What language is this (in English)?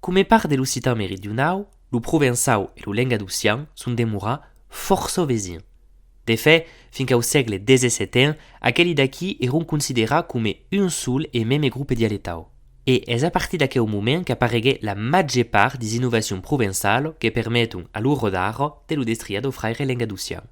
Occitan